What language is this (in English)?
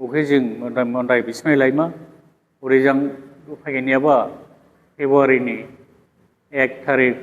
Dimasa